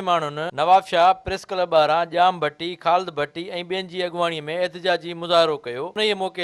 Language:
Sindhi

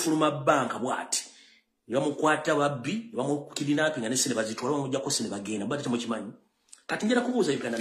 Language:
Ganda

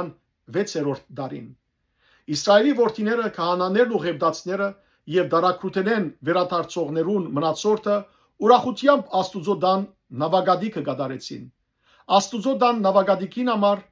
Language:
Western Armenian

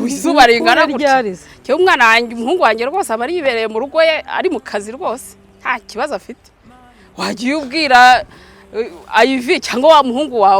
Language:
Kinyarwanda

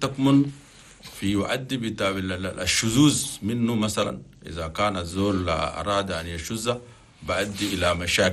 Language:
Chadian Arabic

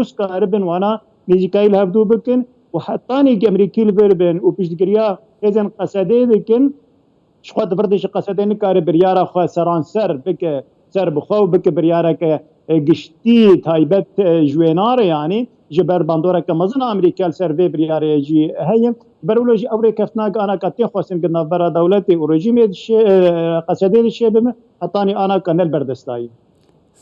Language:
Kurdish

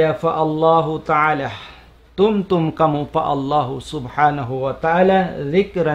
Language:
Tausug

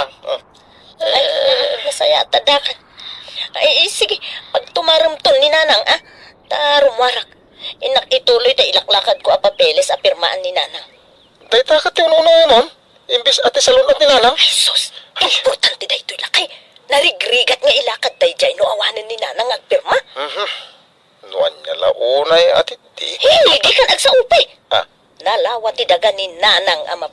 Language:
Iloko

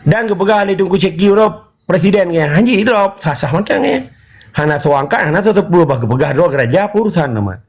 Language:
Achinese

